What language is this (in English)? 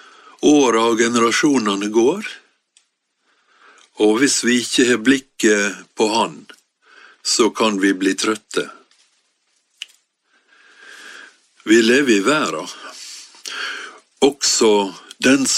Norwegian